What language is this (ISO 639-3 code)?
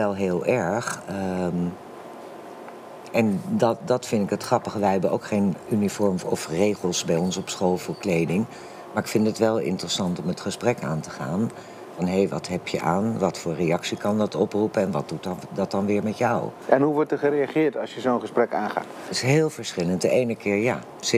nld